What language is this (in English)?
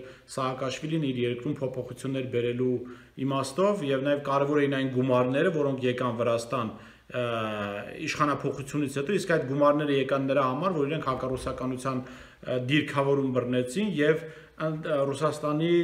Armenian